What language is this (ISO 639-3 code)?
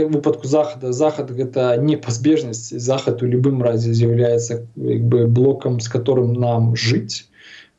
bel